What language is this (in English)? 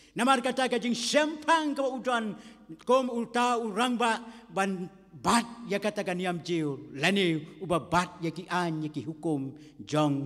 Khasi